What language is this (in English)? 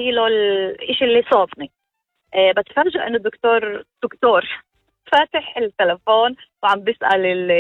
North Levantine Arabic